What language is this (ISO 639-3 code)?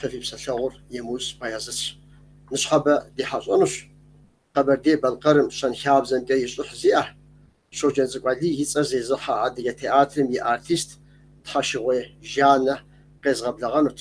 kbd